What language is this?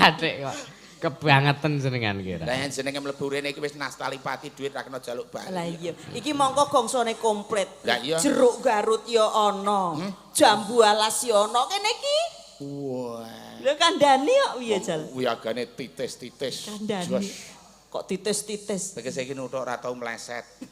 Javanese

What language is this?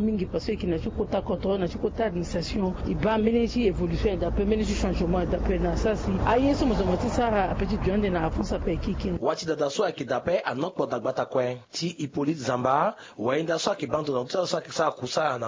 Sango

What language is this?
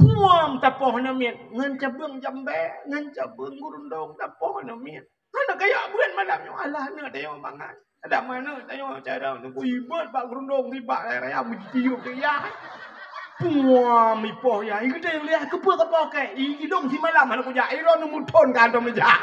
Achinese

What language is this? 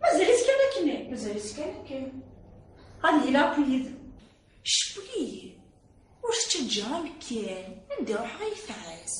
Kabyle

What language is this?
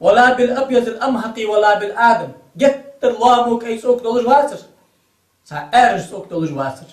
Ingush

